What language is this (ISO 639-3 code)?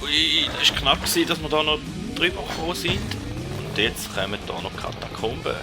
gsw